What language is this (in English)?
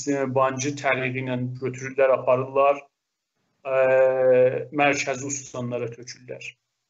South Azerbaijani